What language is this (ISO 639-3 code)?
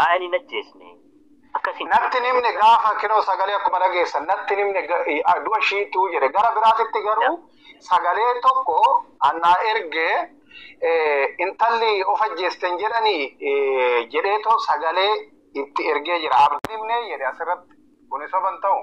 orm